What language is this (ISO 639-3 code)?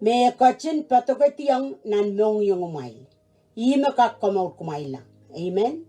pon